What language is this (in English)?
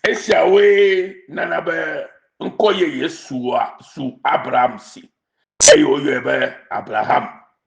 Ewe